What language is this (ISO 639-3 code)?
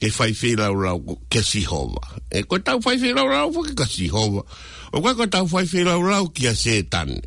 ton